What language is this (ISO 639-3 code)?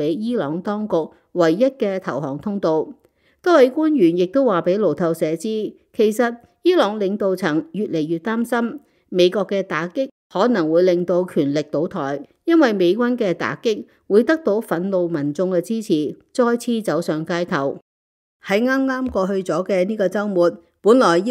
yue